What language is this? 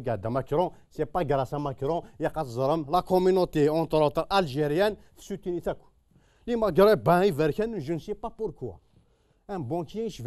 Kabyle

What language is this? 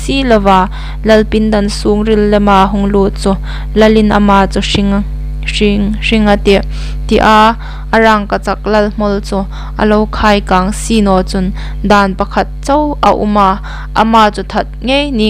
Hmar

